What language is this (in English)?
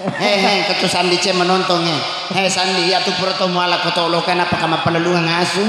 Buginese